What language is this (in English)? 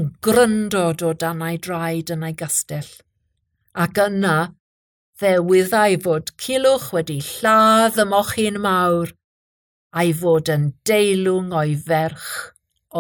Welsh